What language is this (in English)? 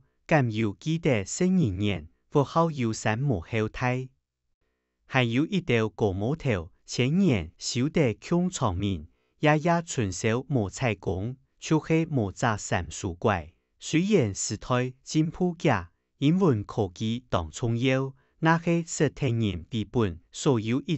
Hakka Chinese